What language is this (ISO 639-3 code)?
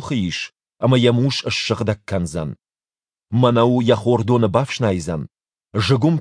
oss